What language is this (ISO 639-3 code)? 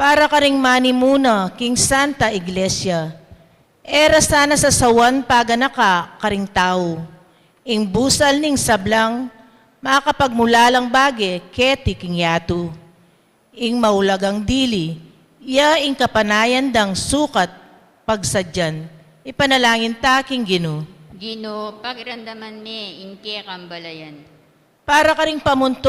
pam